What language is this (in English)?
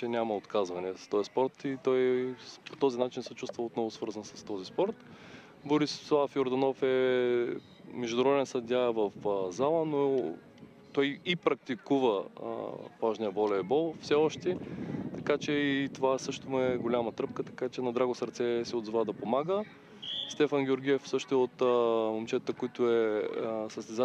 Bulgarian